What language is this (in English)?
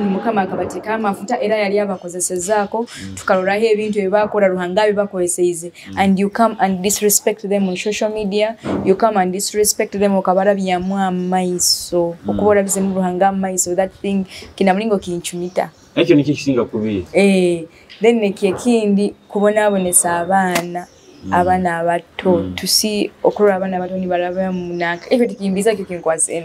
Nyoro